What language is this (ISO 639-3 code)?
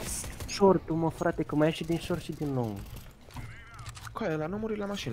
ron